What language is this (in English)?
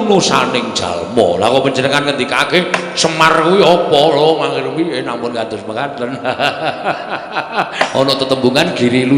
Javanese